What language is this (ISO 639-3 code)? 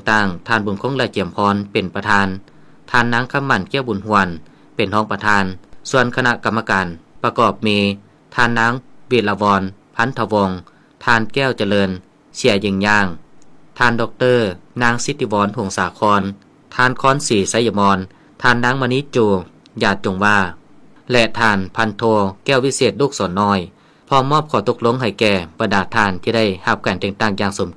lao